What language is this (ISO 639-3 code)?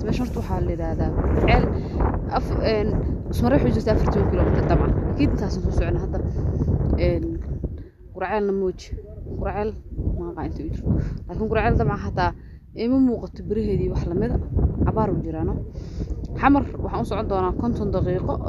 som